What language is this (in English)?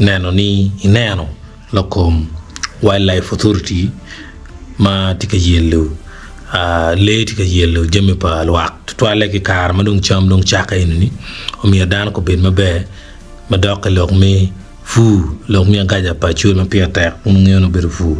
Acoli